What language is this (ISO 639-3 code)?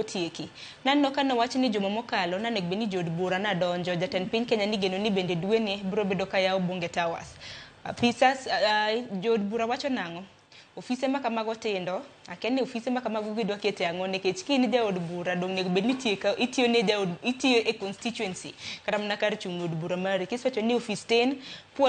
luo